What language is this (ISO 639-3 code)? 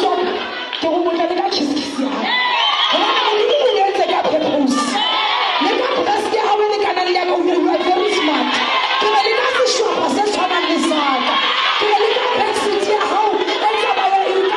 sot